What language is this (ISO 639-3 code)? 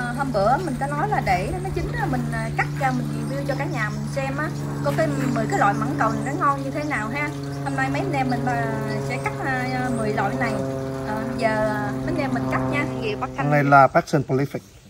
vie